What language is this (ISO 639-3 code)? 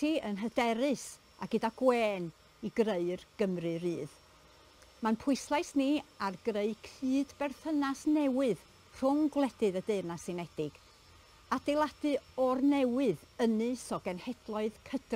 cym